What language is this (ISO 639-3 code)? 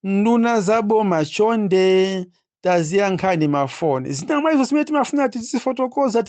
nya